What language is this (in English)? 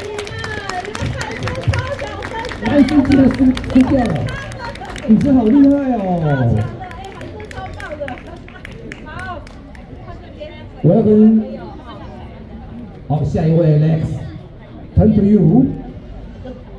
Chinese